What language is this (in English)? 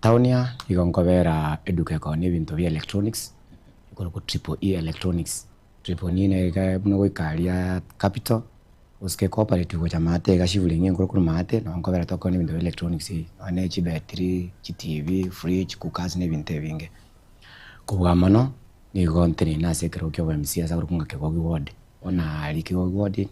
Gusii